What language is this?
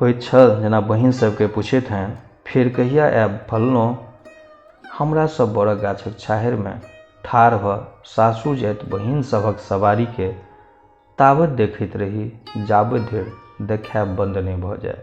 Maithili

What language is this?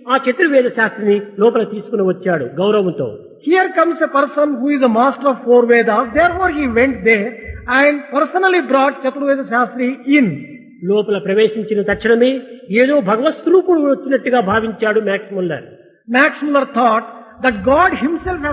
Telugu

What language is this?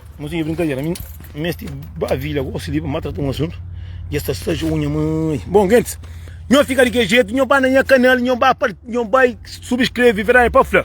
Kabuverdianu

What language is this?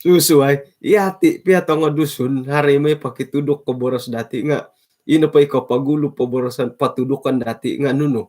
Central Dusun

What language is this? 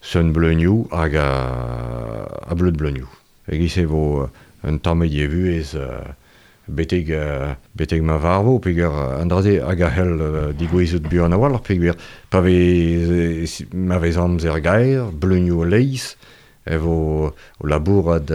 Breton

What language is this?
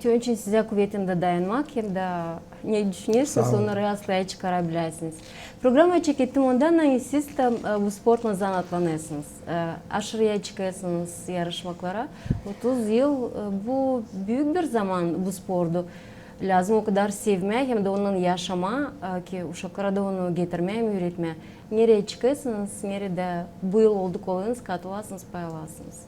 Gagauz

